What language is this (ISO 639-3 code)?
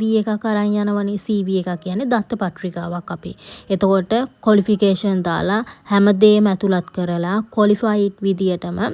sin